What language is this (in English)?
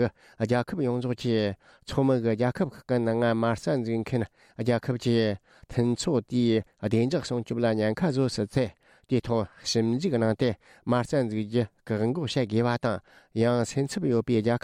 Tibetan